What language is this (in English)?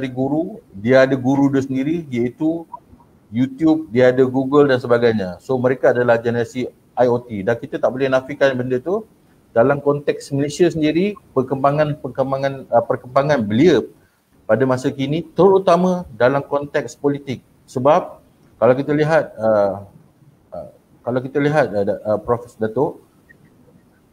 Malay